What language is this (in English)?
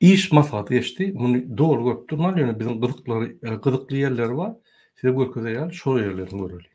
Turkmen